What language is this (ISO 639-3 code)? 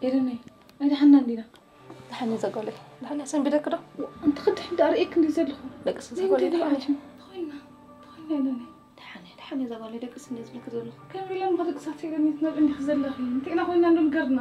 tir